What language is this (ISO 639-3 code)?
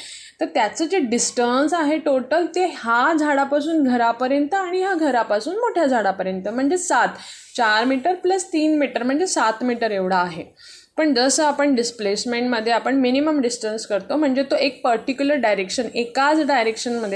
mar